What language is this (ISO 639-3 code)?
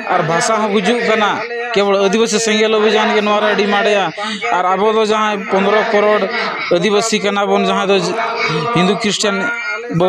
sat